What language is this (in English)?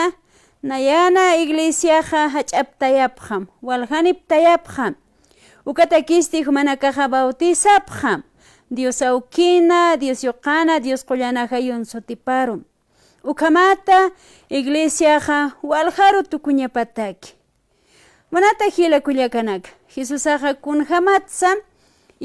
Aymara